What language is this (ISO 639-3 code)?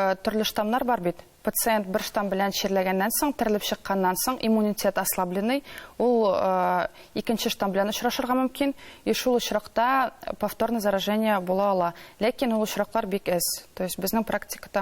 tat